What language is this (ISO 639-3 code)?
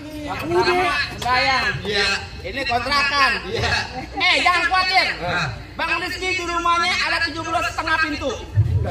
bew